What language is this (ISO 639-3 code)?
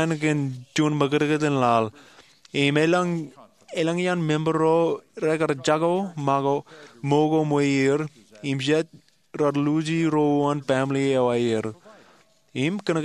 mah